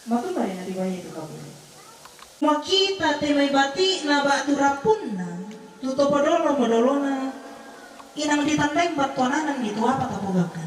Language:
Toraja-Sa'dan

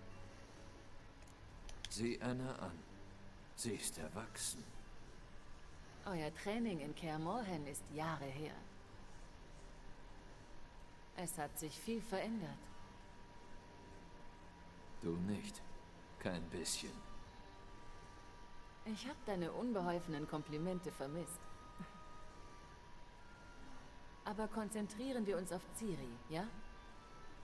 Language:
German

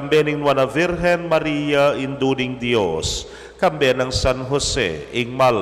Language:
Pampanga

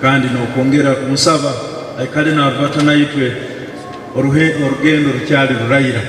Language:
Nyankole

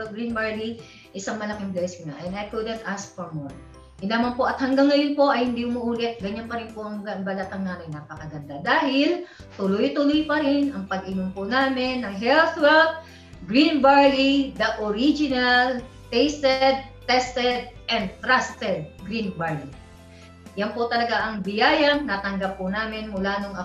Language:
Filipino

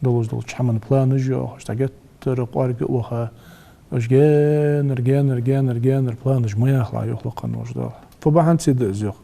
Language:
Ingush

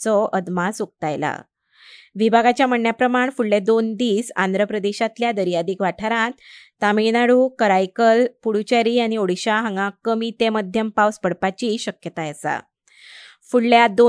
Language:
Konkani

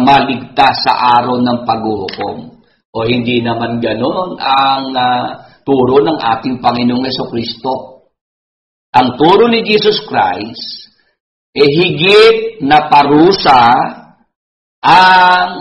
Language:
Filipino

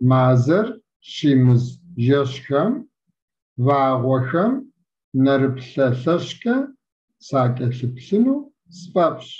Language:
Kabardian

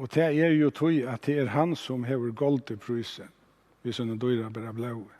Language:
Faroese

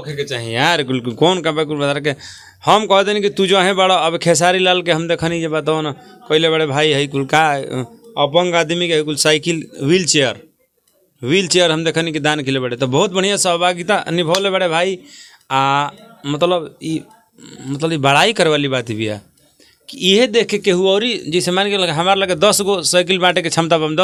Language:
Bhojpuri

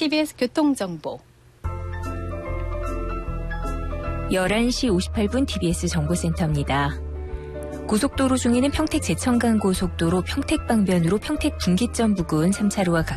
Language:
Korean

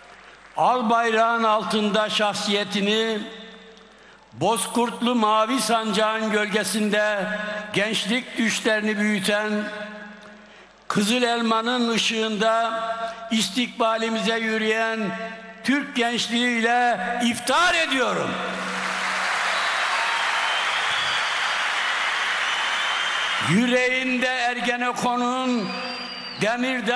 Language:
Turkish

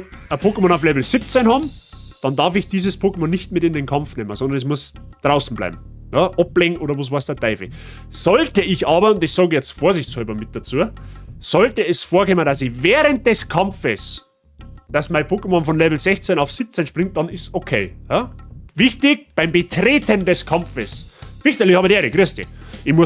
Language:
Bavarian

